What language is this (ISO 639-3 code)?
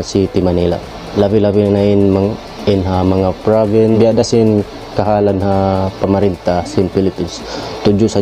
tsg